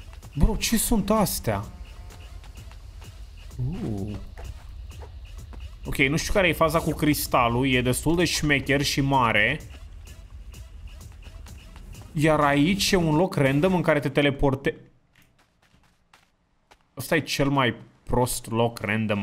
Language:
Romanian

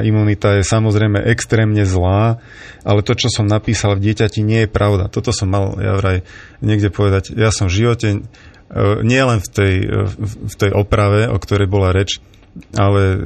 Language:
Slovak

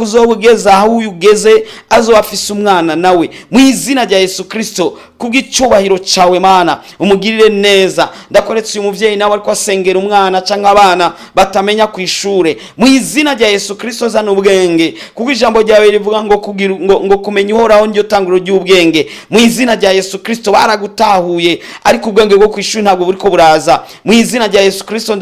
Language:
Rundi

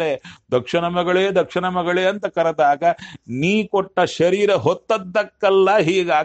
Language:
Kannada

